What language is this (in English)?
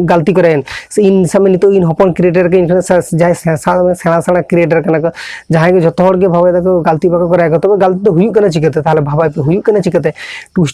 Santali